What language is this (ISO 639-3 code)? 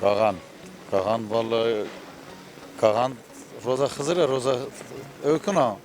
zza